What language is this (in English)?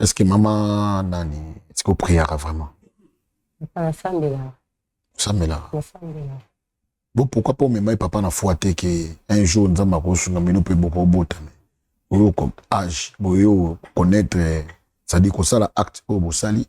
Lingala